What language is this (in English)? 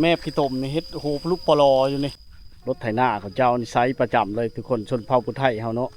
Lao